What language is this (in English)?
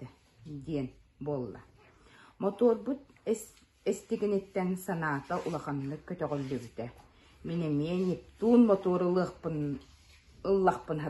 Yakut